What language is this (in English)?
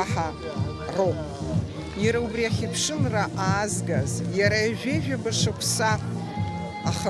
Abkhazian